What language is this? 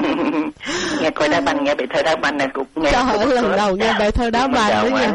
Vietnamese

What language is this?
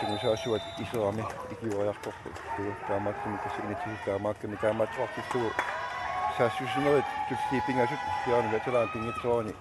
Kalaallisut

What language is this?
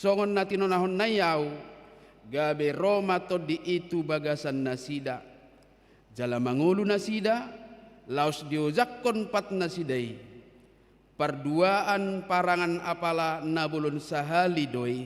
Batak Toba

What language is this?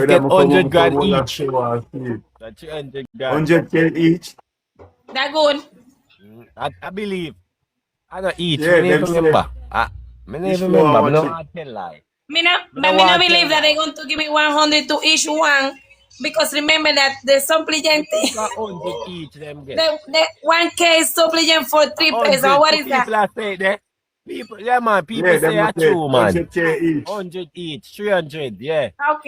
Jamaican Creole English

